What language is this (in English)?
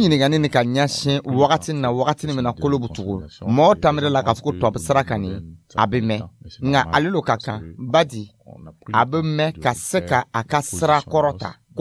Dyula